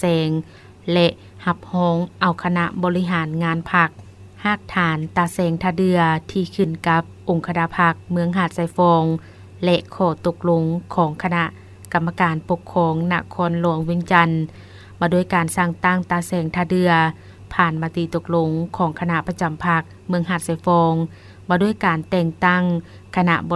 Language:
Lao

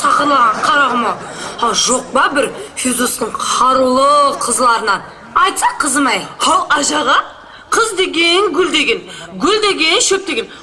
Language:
Kara-Kalpak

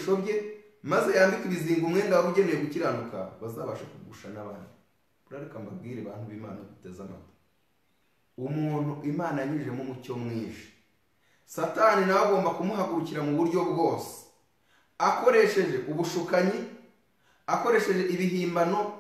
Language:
Kinyarwanda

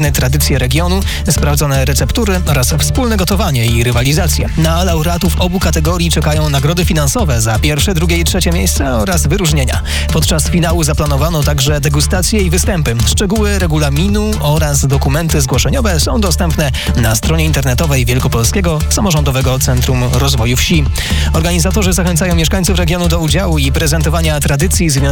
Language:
Polish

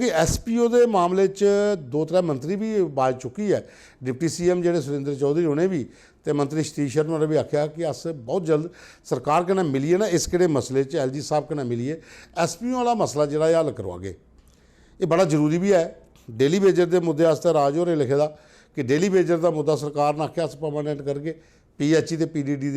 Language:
Dogri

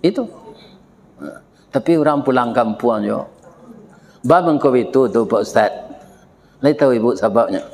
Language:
Minangkabau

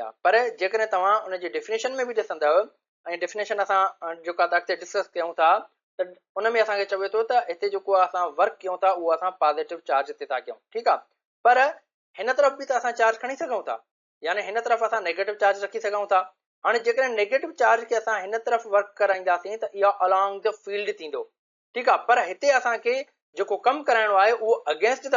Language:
Sindhi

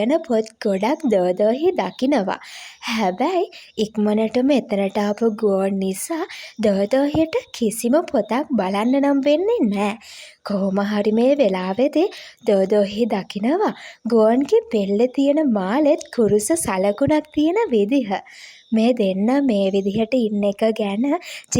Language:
Sinhala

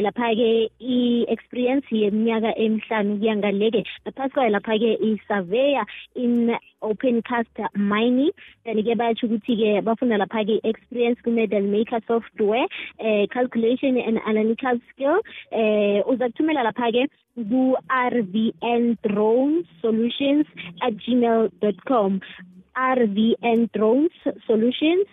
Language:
South Ndebele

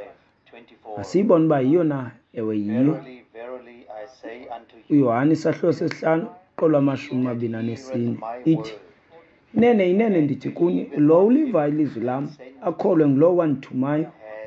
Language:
Xhosa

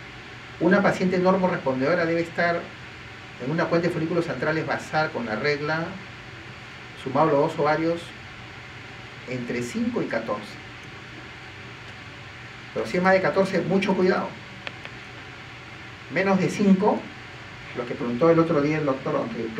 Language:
Spanish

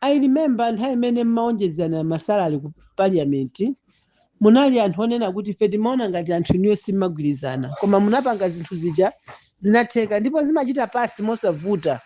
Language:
Nyanja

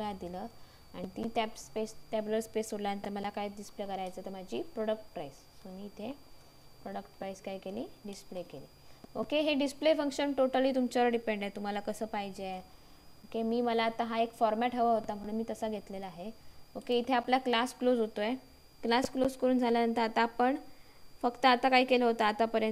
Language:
Marathi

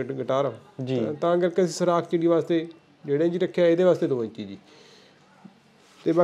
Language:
Punjabi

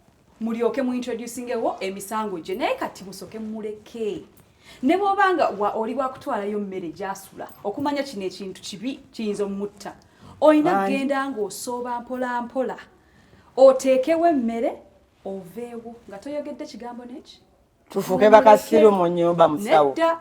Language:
Ganda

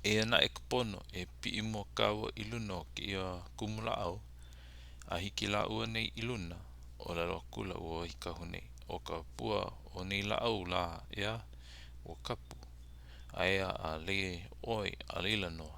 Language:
Hawaiian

